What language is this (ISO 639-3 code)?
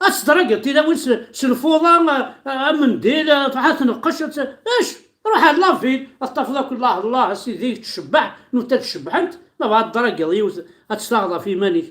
kab